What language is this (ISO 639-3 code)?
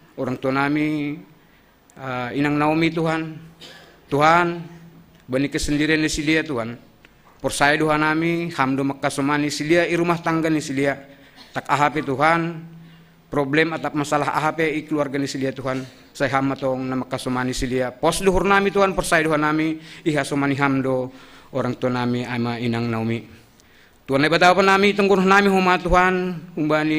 bts